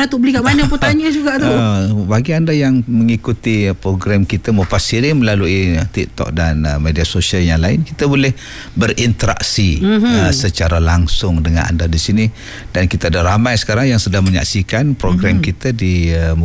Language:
Malay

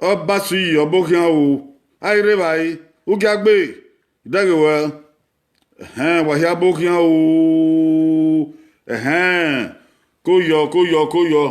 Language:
Bini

